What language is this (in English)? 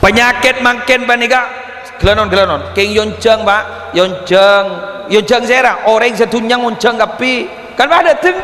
Madurese